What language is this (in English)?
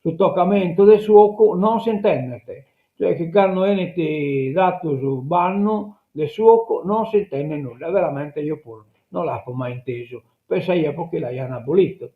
Sardinian